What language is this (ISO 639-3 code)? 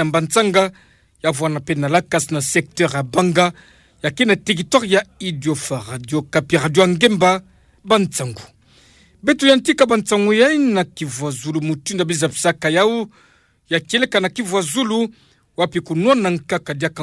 ktu